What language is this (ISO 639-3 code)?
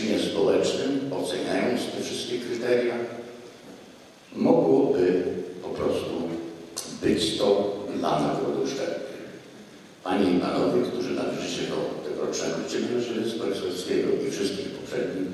pol